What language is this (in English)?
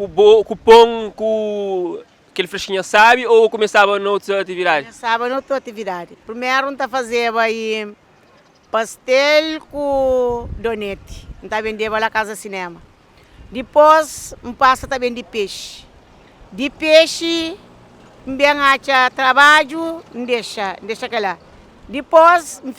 Kabuverdianu